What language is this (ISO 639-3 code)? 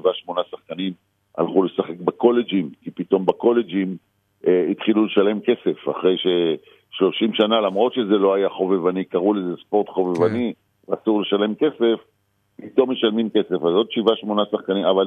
heb